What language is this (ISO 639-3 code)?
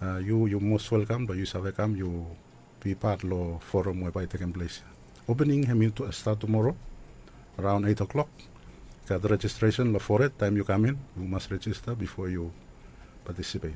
bis